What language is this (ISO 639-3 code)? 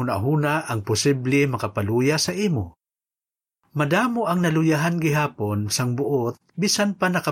hil